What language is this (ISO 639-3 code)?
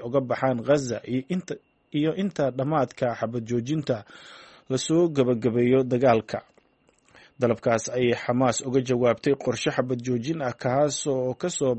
som